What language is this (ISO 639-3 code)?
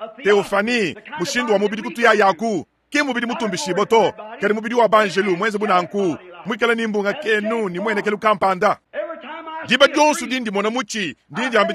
lua